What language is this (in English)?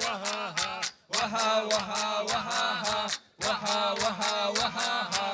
Kabardian